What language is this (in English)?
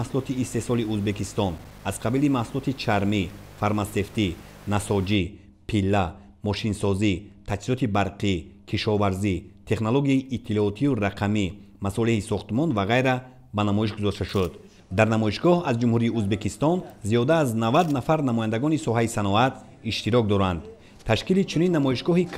Tajik